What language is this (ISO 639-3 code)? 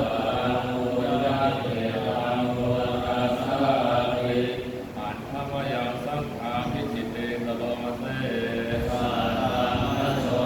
pli